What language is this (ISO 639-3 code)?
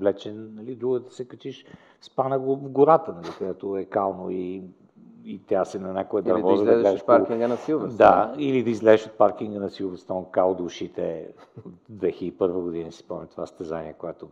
bul